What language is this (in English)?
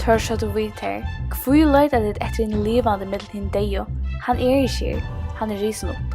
Faroese